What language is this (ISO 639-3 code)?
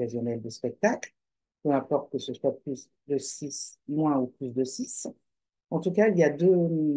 fra